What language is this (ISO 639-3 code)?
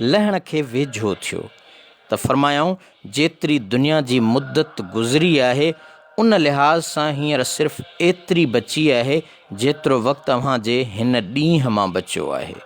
snd